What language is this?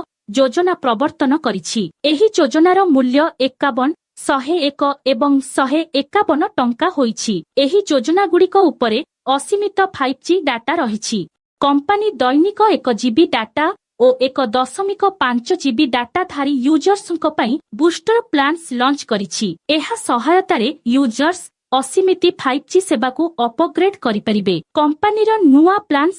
Odia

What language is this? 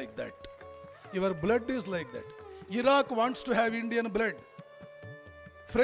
Kannada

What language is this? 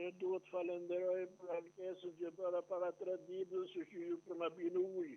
Albanian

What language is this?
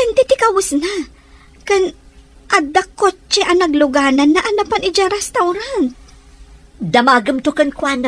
Iloko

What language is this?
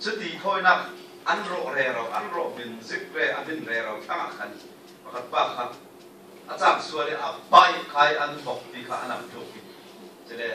Falam Chin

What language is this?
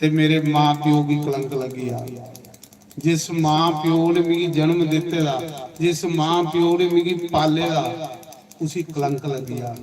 Dogri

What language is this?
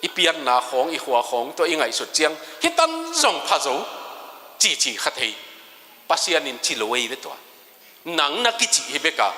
Tedim Chin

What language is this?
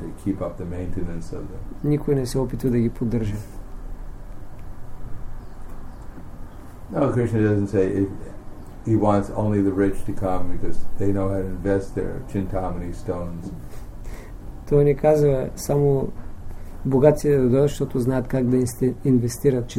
Bulgarian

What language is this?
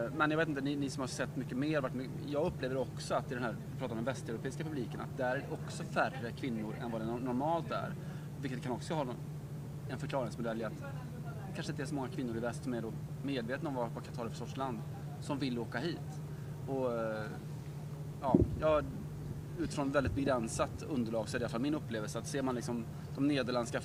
Swedish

